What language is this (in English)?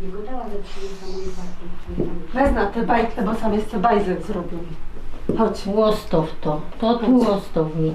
Silesian